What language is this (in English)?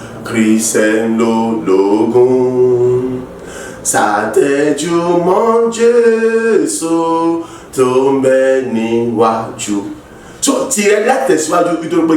Yoruba